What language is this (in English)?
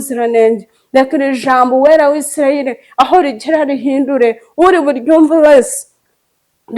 Kinyarwanda